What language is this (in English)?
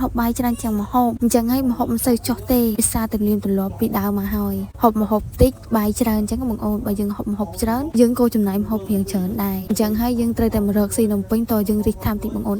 Khmer